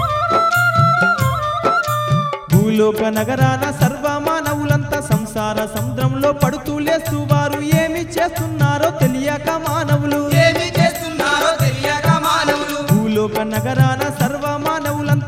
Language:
Telugu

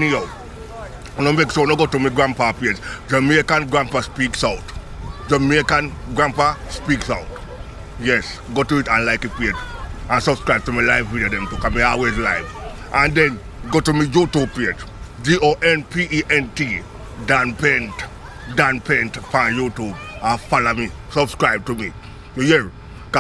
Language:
Jamaican Creole English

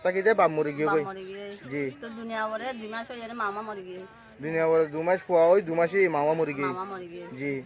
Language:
Rohingya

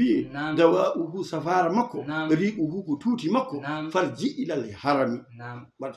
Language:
Fula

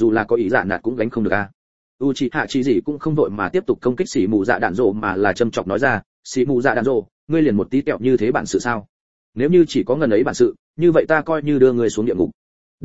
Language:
Vietnamese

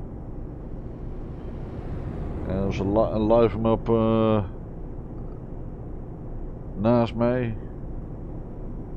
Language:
Dutch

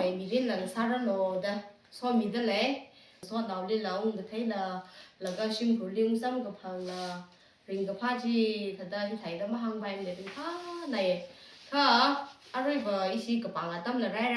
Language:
Tangkhul Naga (India)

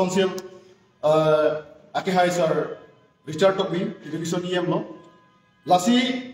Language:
Karbi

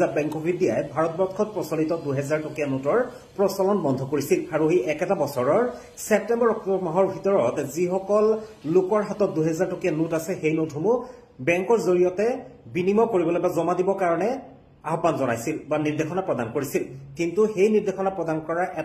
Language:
Assamese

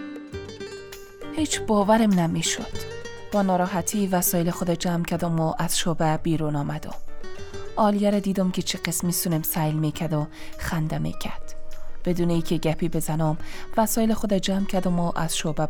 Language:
Persian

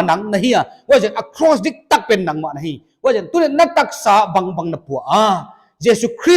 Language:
Paite Chin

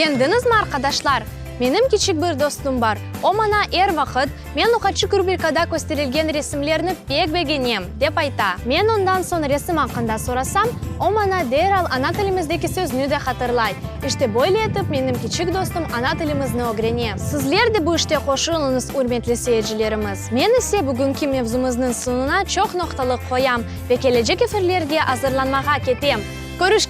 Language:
Crimean Tatar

